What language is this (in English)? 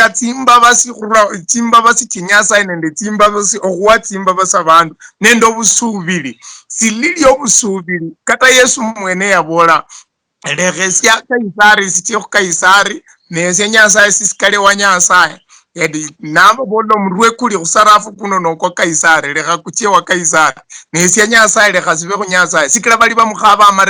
Luyia